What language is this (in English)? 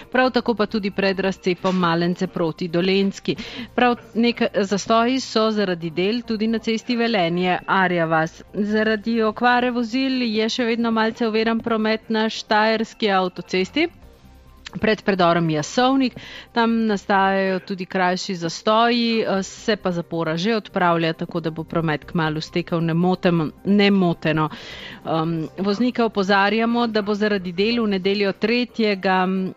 Slovenian